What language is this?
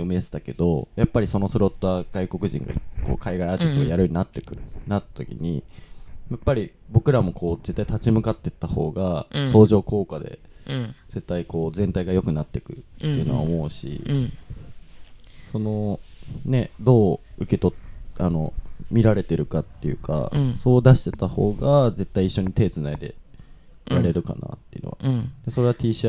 Japanese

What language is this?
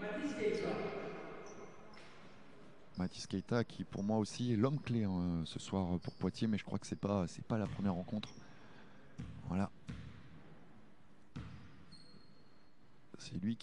French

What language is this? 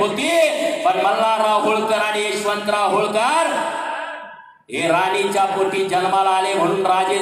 Marathi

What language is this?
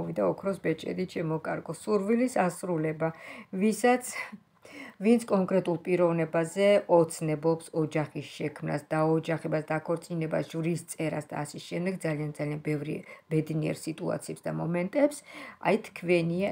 Georgian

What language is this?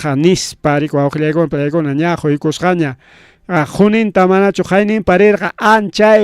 Ayacucho Quechua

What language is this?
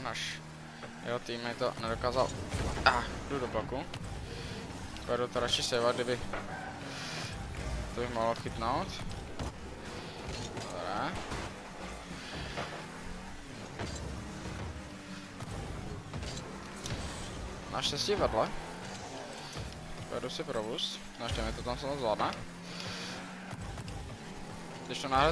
Czech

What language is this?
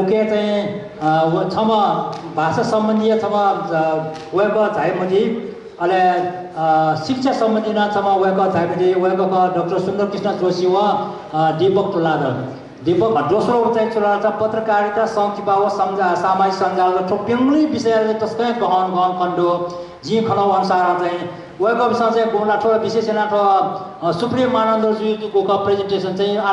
Newari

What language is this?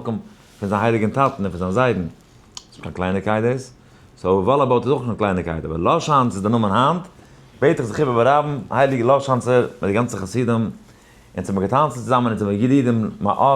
Yiddish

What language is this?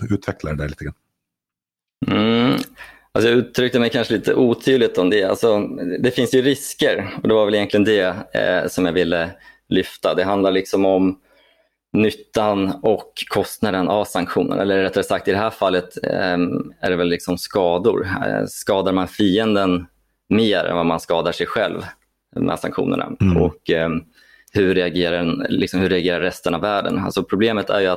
Swedish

